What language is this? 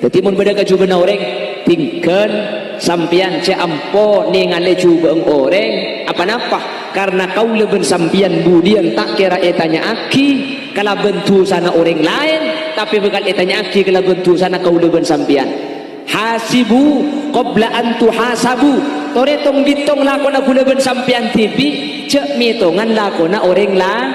Madurese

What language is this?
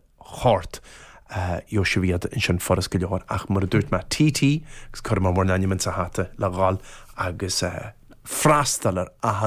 Irish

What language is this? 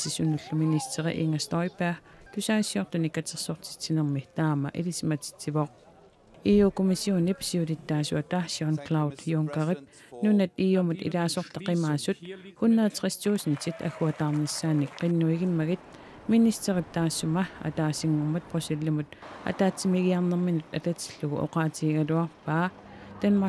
Kalaallisut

